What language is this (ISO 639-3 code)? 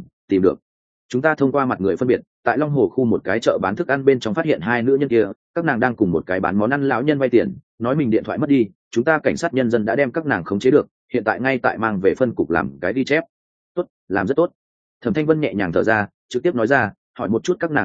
vie